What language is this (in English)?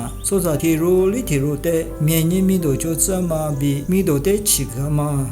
Lisu